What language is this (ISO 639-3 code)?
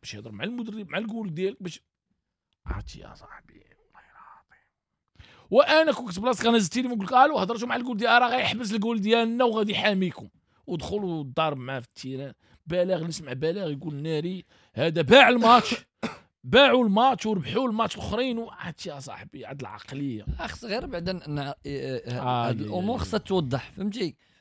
ary